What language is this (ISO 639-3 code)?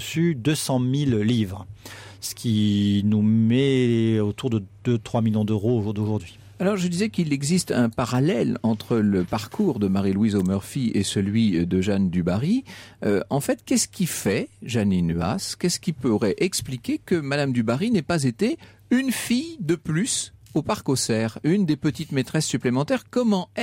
fra